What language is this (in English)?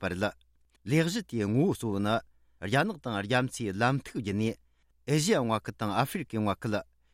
Tibetan